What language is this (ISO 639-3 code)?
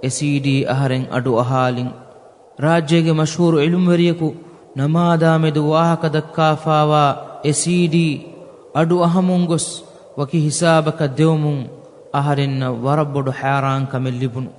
div